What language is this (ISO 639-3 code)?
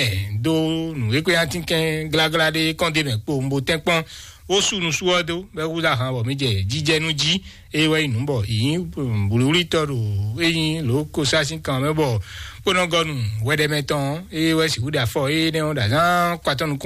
fon